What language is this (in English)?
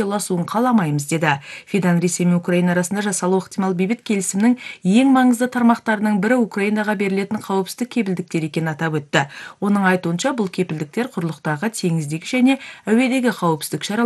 Kazakh